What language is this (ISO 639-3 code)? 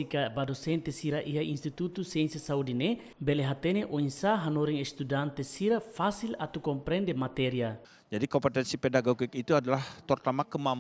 tet